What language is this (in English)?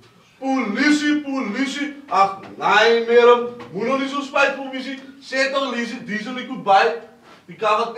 Afrikaans